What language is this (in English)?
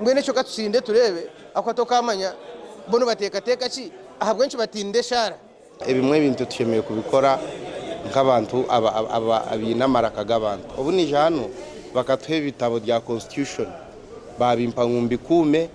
Nyankole